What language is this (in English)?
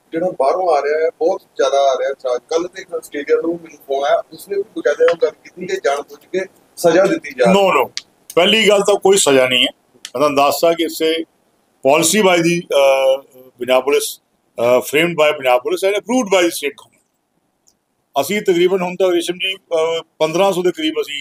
Punjabi